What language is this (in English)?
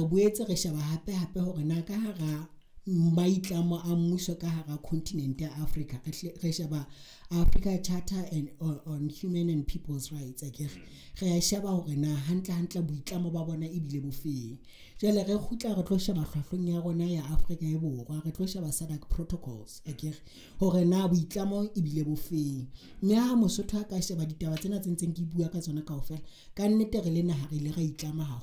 Southern Sotho